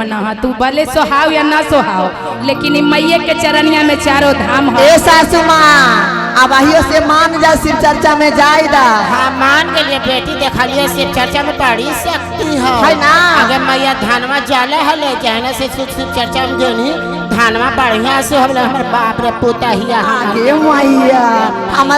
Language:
Magahi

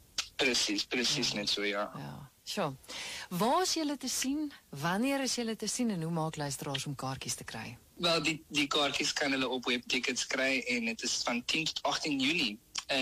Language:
Afrikaans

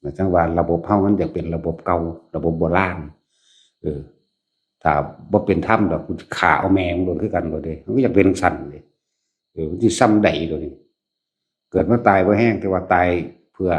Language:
Northeastern Thai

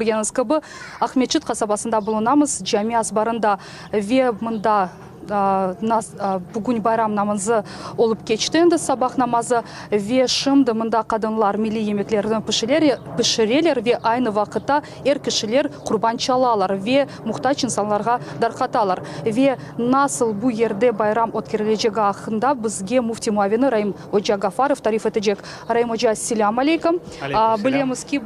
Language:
Crimean Tatar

